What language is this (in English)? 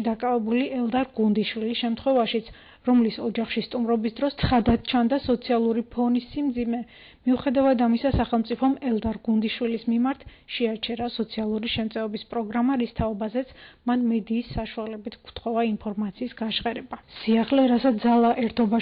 Georgian